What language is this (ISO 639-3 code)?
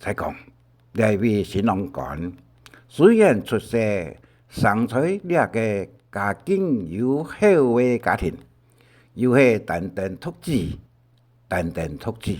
hak